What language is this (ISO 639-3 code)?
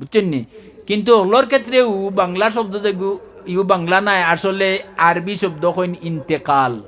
syl